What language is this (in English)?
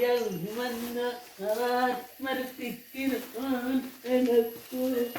Batak Simalungun